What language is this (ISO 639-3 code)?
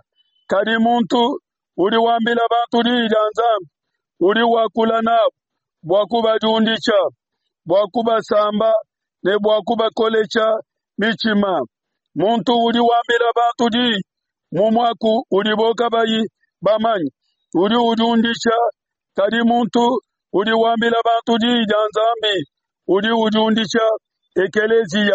lua